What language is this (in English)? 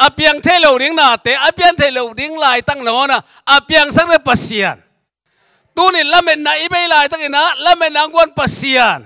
Tedim Chin